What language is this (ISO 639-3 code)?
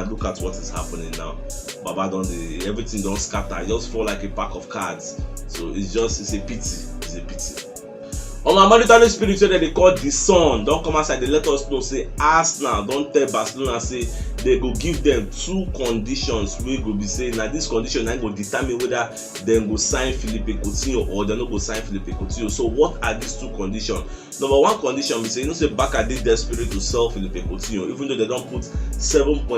pcm